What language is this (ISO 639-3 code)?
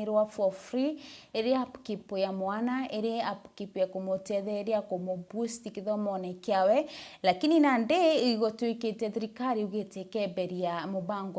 mer